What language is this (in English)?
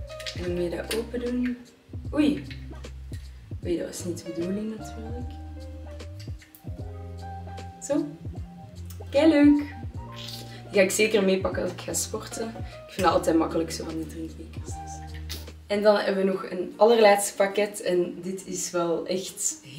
Dutch